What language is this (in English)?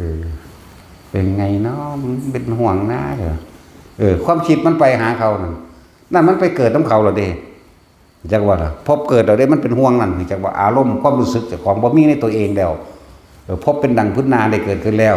Northeastern Thai